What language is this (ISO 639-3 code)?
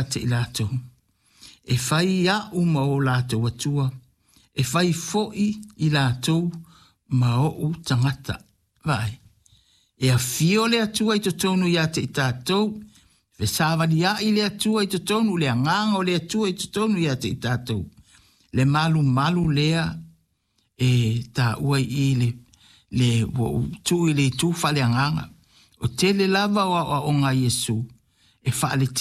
smo